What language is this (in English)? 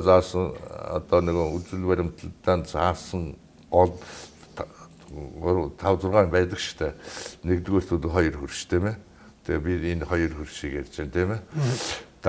Mongolian